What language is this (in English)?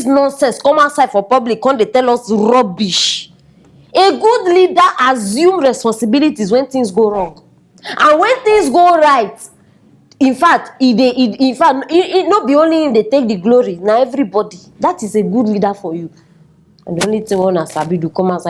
Nigerian Pidgin